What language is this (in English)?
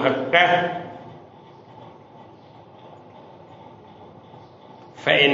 Persian